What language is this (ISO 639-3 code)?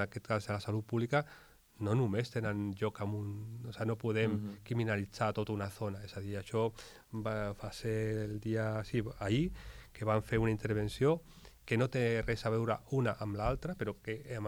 cat